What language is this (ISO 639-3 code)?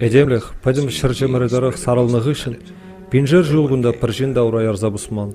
chv